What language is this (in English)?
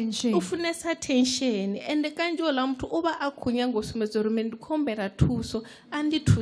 Venda